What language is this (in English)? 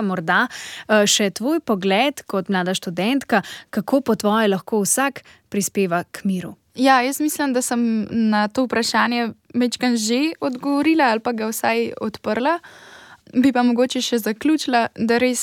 Slovenian